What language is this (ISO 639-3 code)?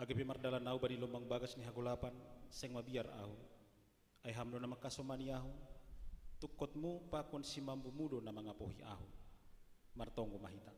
bts